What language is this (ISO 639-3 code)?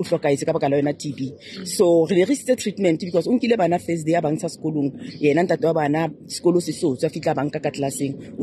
sot